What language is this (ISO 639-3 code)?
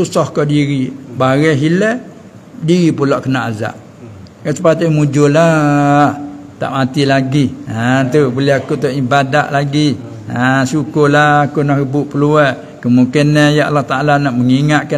msa